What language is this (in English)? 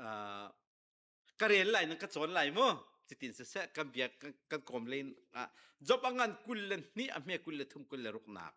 Hakha Chin